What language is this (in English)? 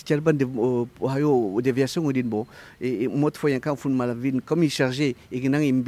Zarma